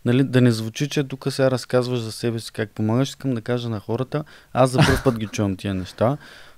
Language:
Bulgarian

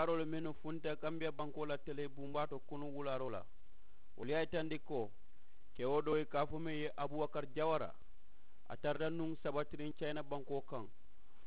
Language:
Mandingo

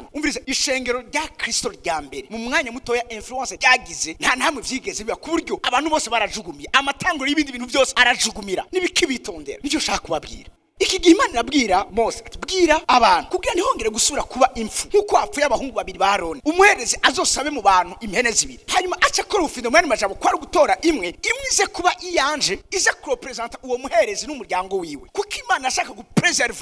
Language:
Rundi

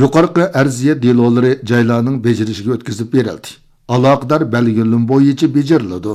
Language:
Uyghur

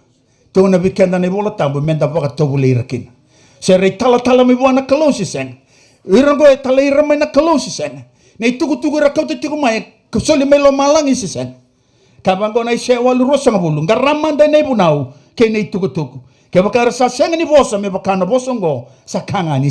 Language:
Fijian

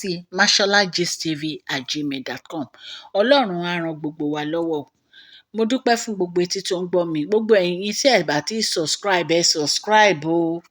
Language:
Yoruba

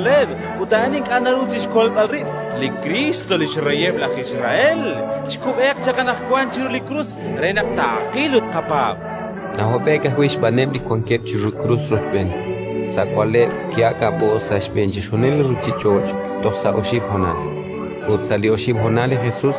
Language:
Kekchí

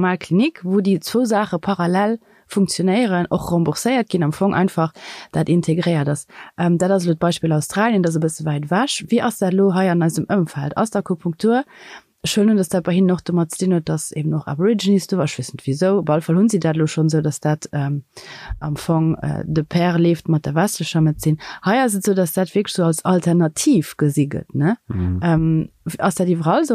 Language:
Luxembourgish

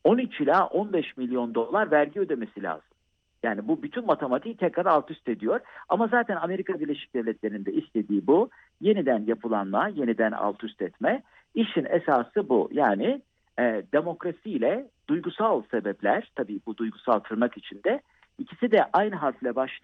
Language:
Turkish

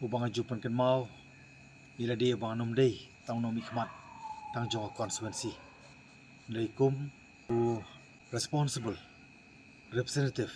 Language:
Khasi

